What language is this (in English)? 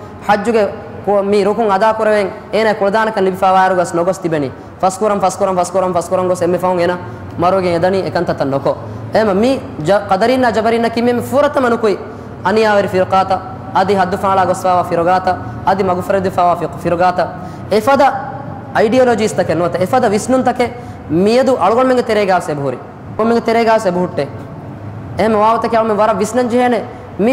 Divehi